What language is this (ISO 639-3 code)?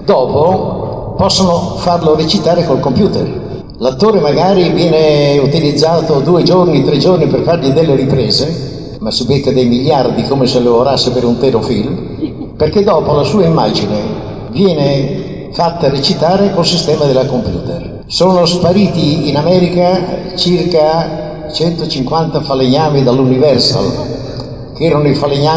ita